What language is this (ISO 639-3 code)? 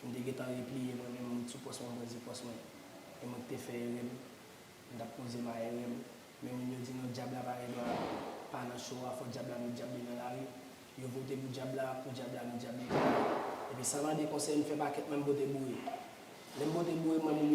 hat